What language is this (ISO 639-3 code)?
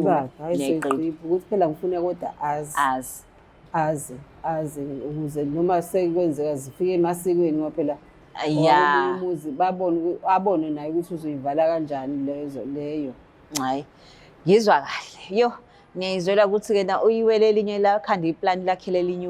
zul